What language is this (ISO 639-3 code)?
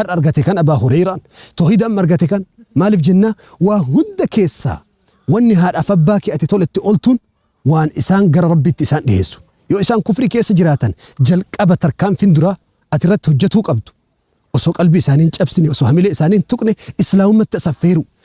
orm